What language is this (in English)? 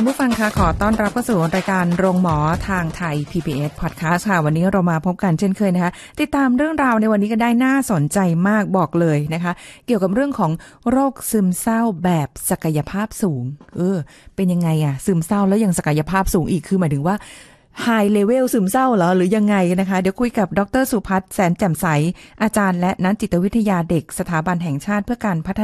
Thai